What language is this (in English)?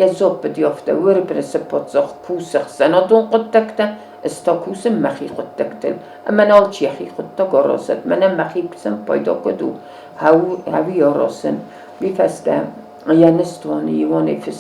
Ossetic